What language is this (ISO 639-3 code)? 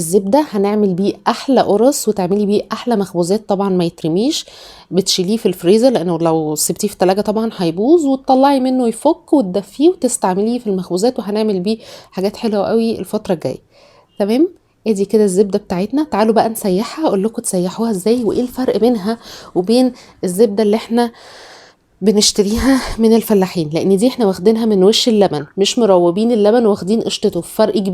arz